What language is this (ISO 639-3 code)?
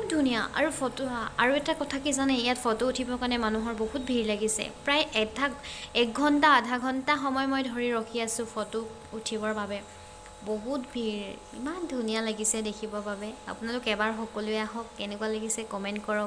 asm